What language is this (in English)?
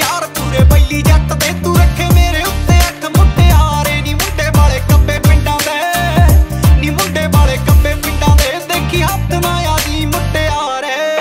Punjabi